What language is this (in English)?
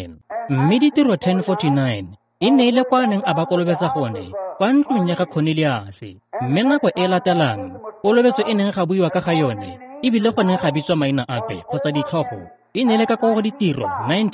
Tswana